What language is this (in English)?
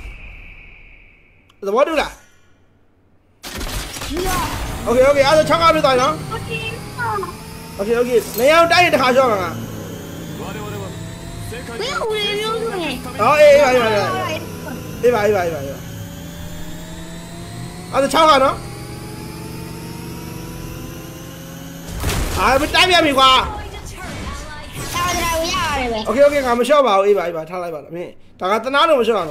Burmese